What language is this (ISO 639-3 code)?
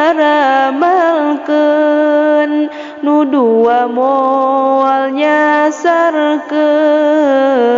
sun